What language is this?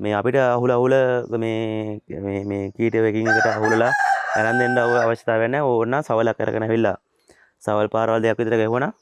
Sinhala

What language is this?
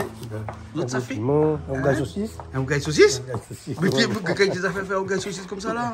Réunion Creole French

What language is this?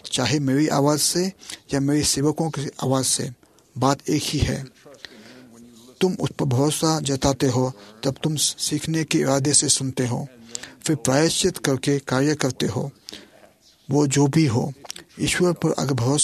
Hindi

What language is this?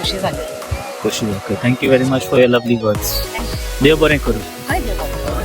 Konkani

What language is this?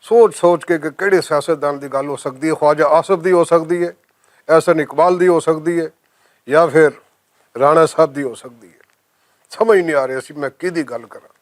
Western Panjabi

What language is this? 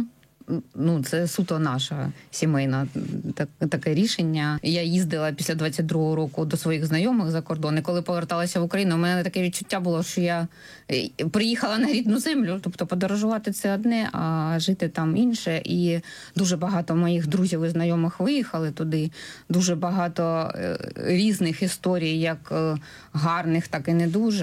Ukrainian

